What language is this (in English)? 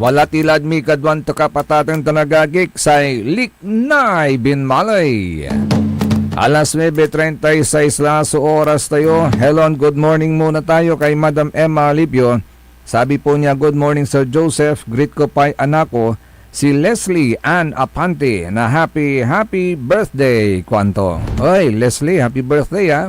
Pangasinan